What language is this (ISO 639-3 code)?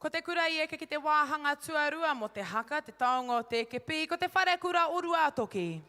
mri